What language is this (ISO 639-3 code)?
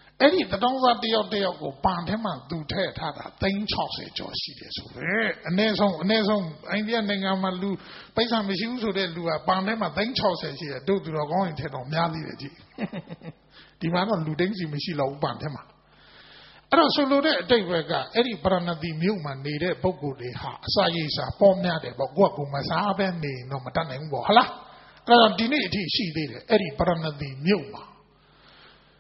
mya